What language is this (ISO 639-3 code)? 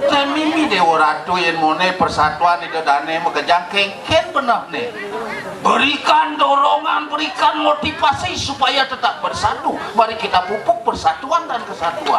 ban